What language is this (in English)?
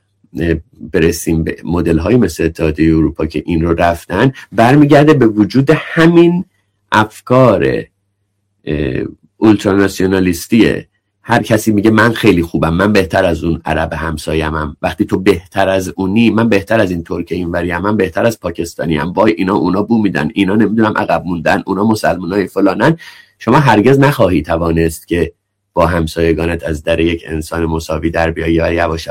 Persian